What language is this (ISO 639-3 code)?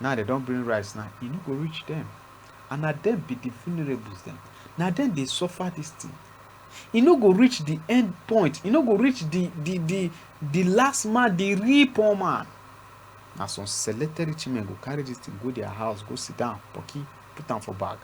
pcm